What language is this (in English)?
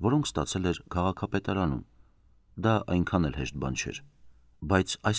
Armenian